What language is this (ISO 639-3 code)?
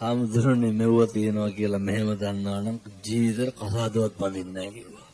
sin